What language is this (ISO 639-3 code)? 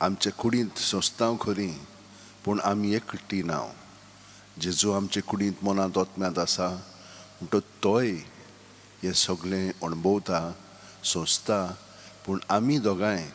kok